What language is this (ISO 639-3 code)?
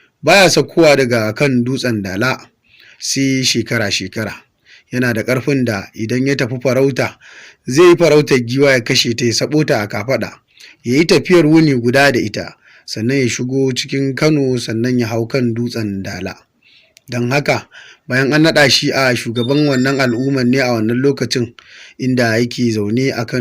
hau